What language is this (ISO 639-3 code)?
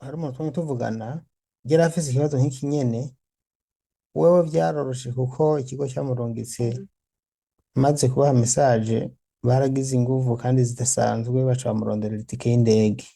run